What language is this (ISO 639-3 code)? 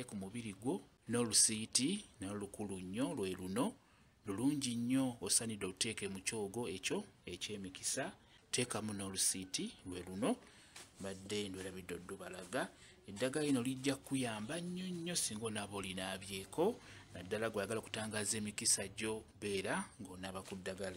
lug